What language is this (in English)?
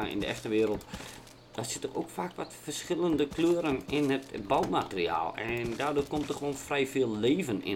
Dutch